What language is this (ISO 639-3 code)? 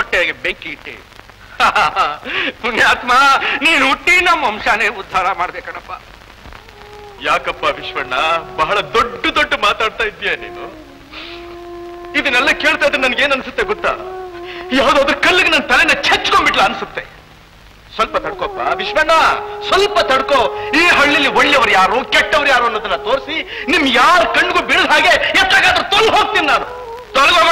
kan